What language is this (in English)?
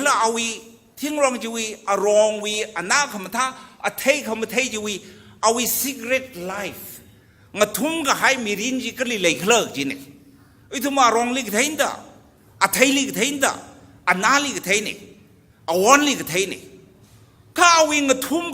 Tangkhul Naga (India)